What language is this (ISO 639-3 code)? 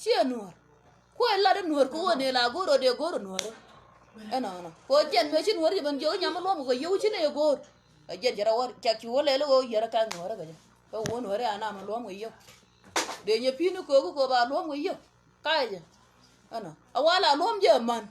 nus